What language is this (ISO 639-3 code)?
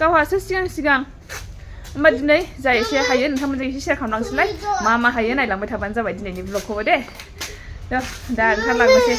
brx